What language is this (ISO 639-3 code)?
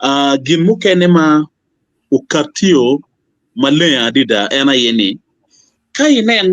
ach